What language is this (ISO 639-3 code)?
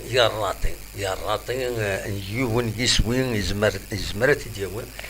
kab